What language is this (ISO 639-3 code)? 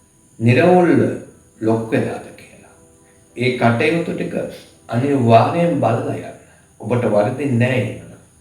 sin